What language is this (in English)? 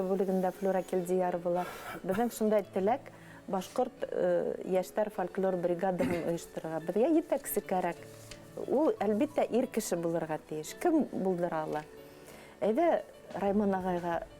Bashkir